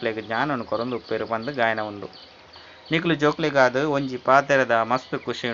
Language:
Tulu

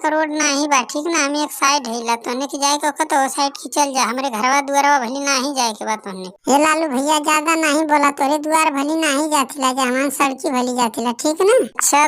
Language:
Bhojpuri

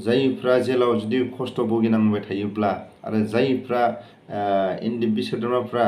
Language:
Bodo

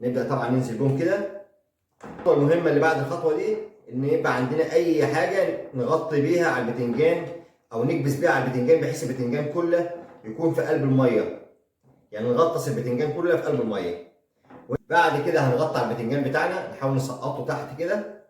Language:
Egyptian Arabic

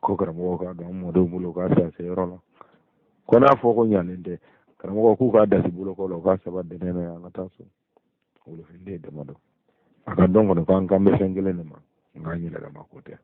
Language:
Bambara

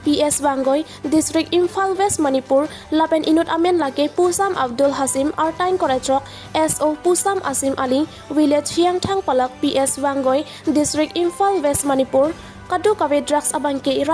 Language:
Karbi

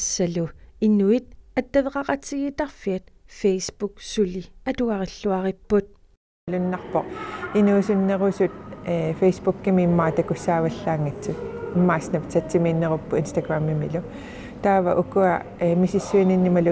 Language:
Kalaallisut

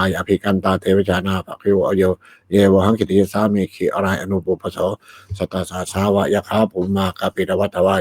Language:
Pali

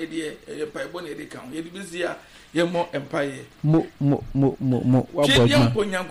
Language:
Akan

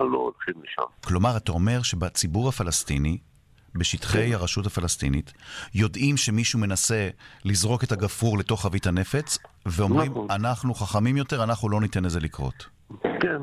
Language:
Hebrew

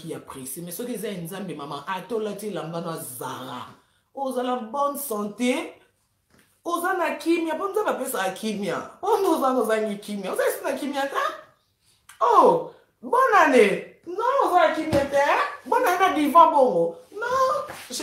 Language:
Lingala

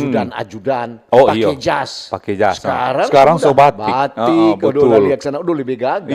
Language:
Manado Malay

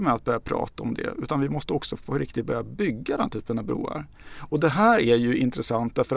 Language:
Swedish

